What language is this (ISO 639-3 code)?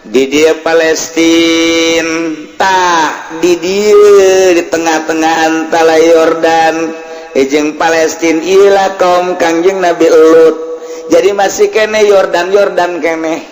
sun